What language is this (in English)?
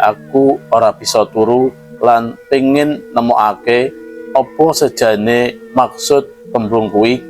Javanese